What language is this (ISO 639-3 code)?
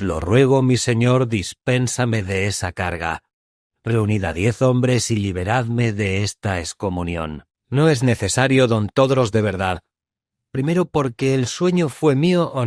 lad